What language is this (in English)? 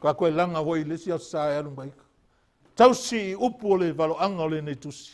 Samoan